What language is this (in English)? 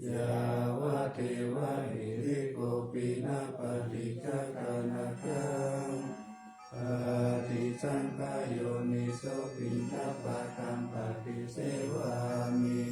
Pali